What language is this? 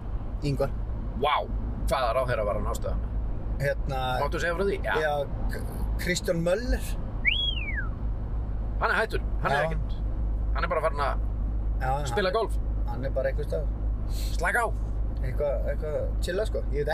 Icelandic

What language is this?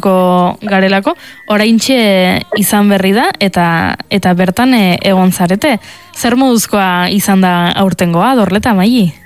Basque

